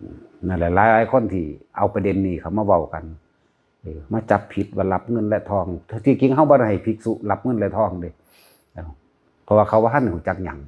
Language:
Northeastern Thai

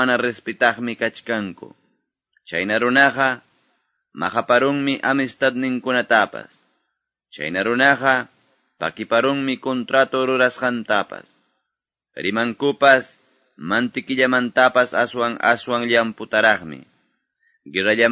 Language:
Quechua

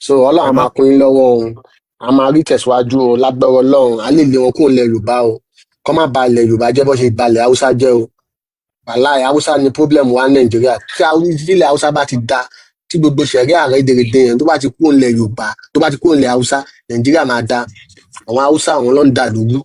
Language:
Yoruba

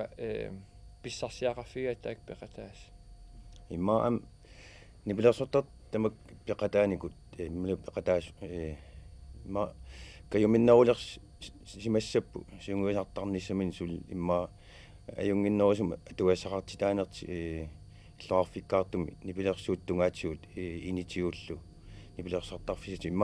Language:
Kalaallisut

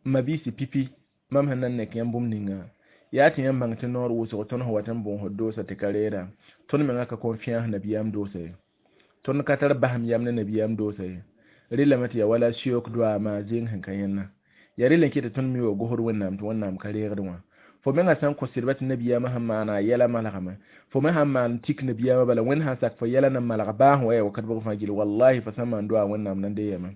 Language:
Mossi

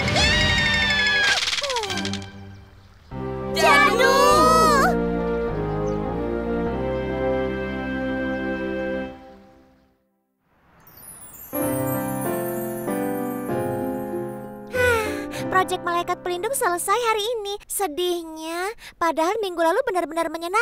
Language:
Indonesian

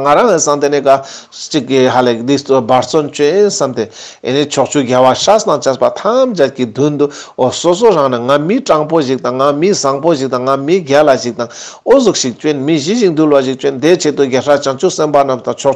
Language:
Ladakhi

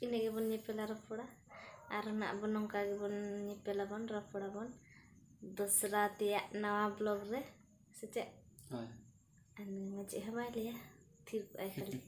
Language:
Santali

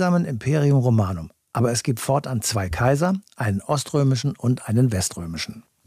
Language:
German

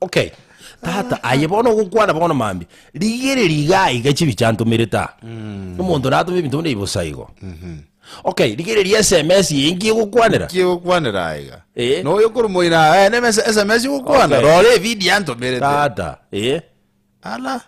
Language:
Gusii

